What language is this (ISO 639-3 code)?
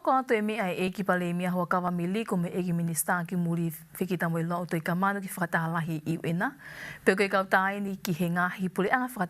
ton